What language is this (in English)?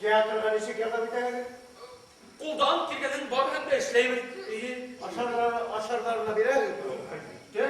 Bashkir